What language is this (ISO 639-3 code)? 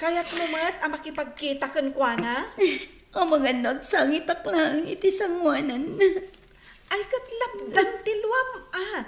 ilo